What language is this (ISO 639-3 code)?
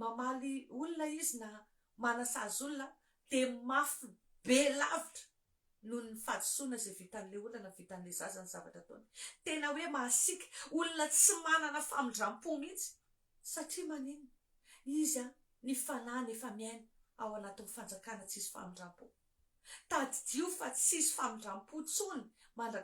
mlg